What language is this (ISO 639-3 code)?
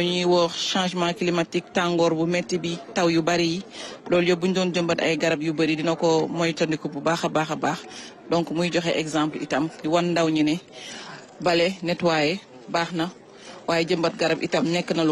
wol